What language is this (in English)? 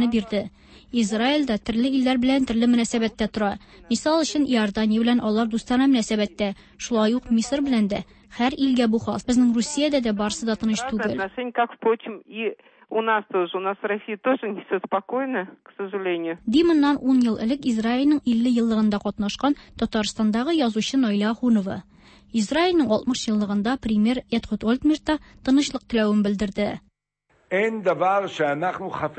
Tatar